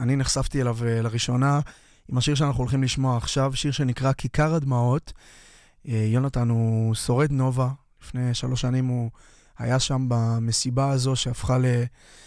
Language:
Hebrew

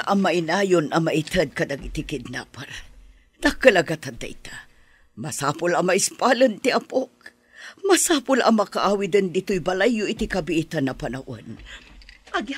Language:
Iloko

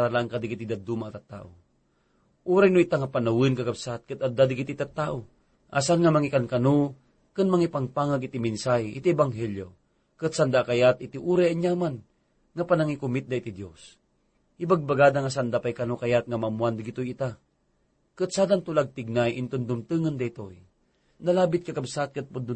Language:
Iloko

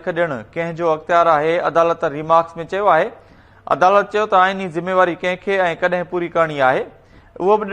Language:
Sindhi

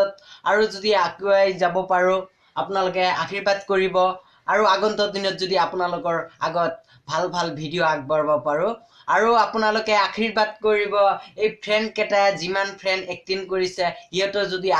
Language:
Assamese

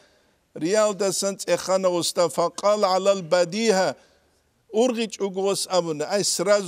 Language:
Avaric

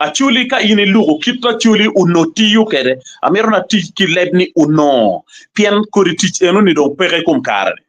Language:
Acoli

